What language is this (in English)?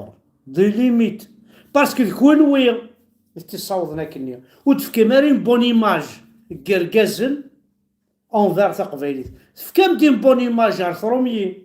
Kabyle